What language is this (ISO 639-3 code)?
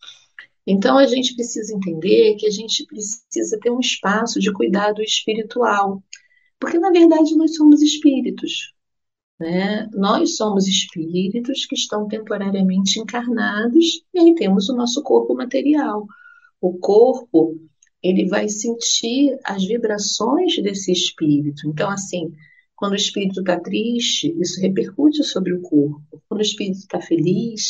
por